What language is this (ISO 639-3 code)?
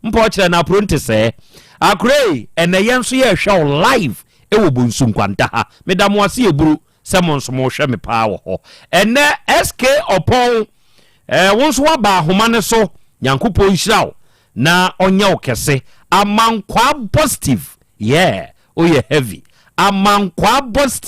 aka